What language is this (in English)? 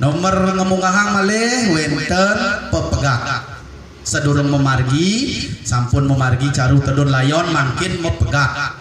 Balinese